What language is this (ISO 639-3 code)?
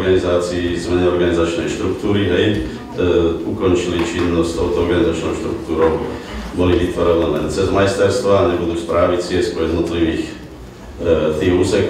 slk